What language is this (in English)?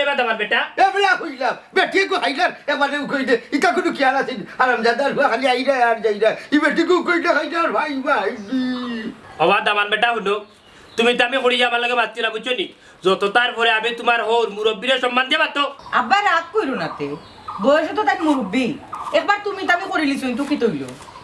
Sylheti